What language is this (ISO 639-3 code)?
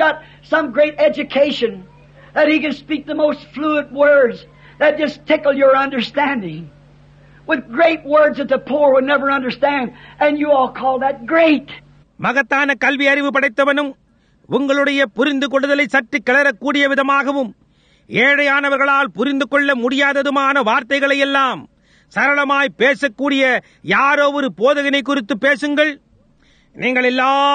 tam